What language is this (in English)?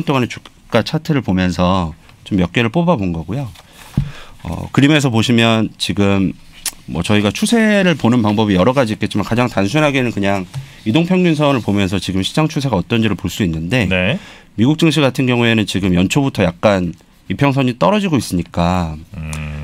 Korean